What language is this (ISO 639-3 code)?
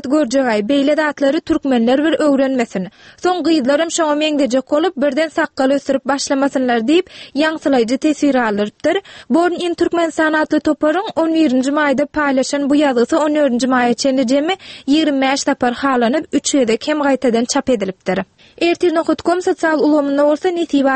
tuk